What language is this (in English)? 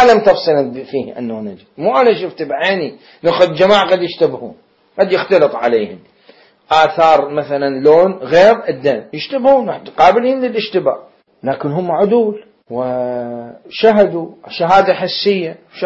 Mesopotamian Arabic